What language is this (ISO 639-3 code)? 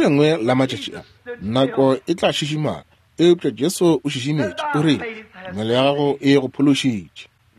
nso